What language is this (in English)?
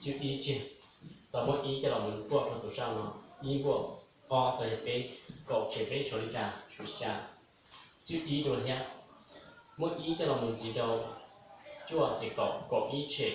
Hmong